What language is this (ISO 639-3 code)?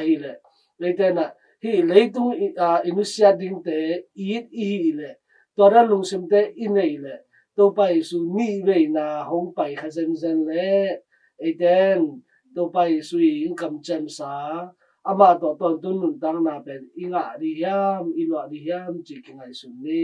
ctd